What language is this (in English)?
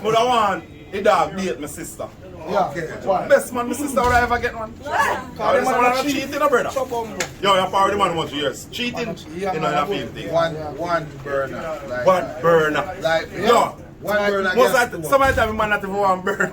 Jamaican Creole English